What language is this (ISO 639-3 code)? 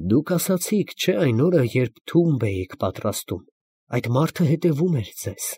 hye